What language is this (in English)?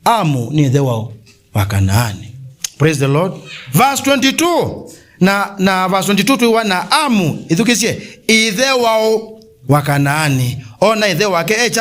Kamba